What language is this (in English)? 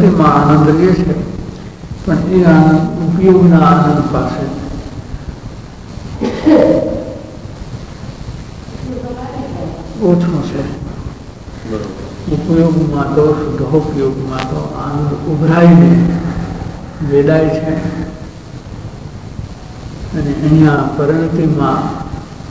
Gujarati